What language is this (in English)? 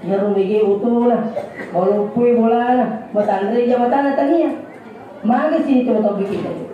Buginese